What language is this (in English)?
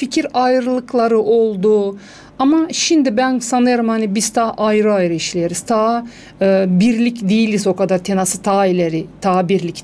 Gagauz